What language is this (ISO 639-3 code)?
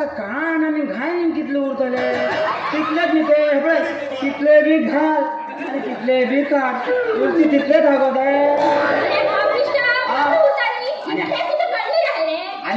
kok